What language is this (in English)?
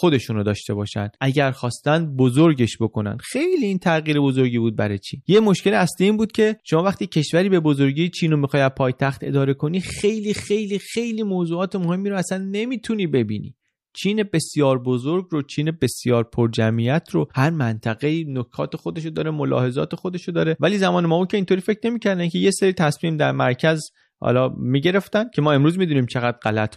Persian